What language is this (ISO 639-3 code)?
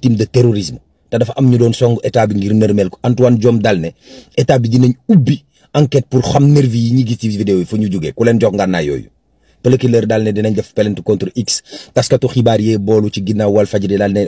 wol